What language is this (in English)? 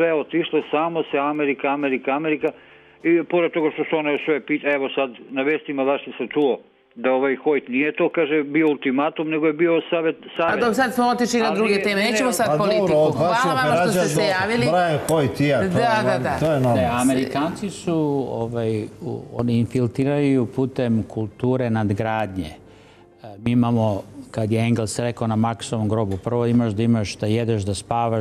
Serbian